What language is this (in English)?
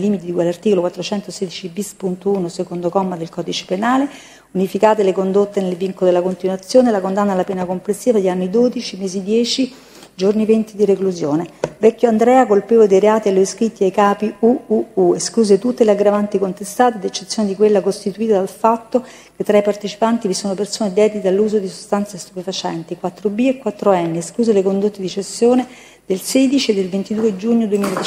Italian